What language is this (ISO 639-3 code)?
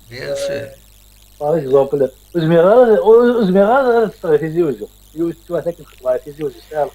kab